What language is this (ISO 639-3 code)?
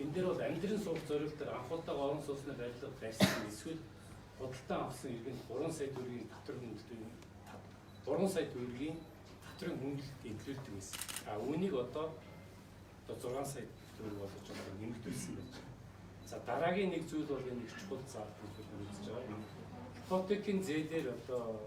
mon